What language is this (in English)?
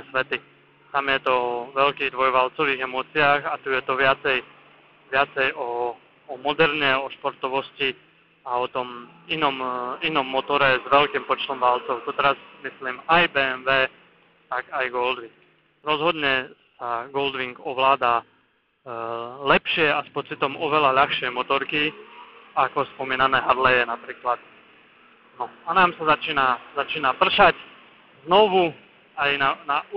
Slovak